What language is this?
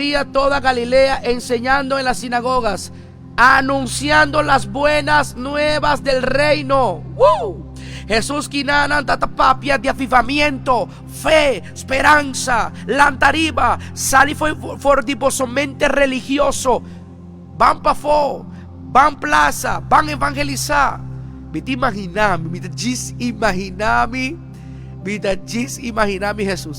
Papiamento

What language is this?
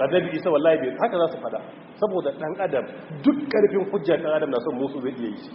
Hausa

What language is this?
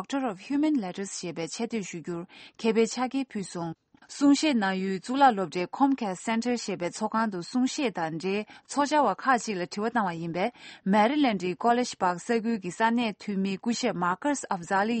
Tibetan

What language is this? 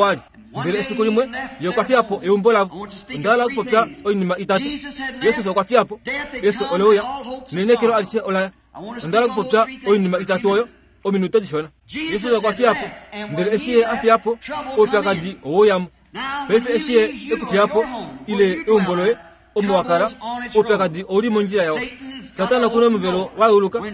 Kuanyama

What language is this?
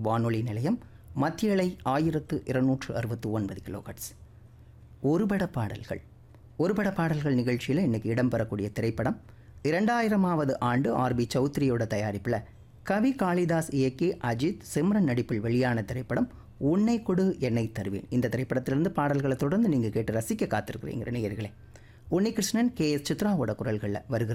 Tamil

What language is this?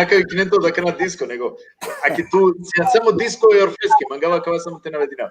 Balkan Romani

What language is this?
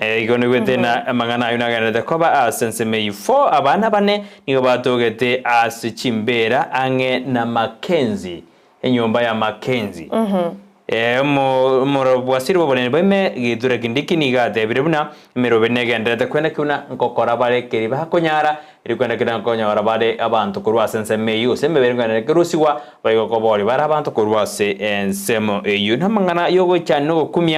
Gusii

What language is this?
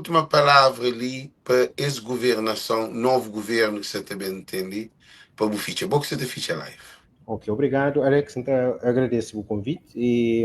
Kabuverdianu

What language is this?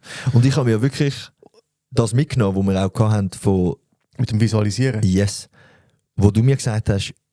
Swiss German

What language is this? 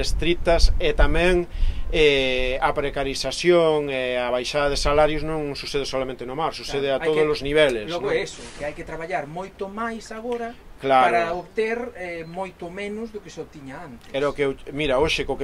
Galician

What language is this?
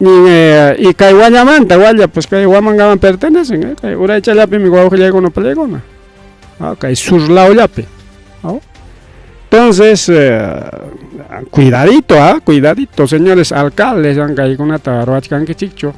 Ayacucho Quechua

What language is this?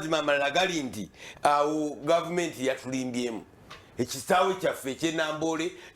Ganda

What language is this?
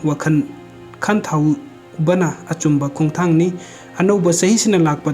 Manipuri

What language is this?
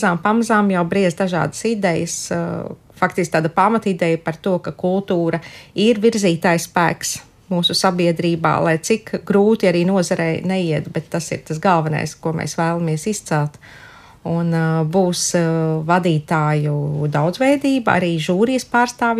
Latvian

